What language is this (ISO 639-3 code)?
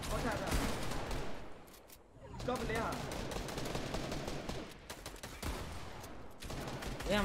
dan